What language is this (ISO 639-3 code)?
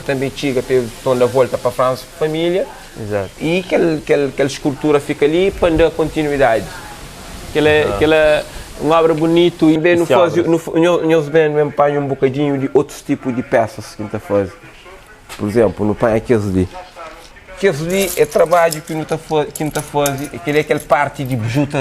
kea